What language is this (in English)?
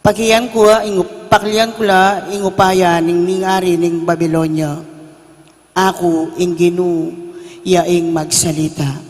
Pampanga